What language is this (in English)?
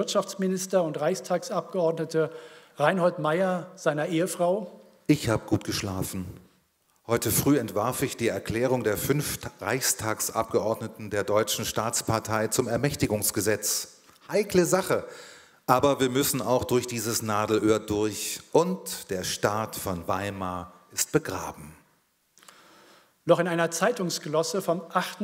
German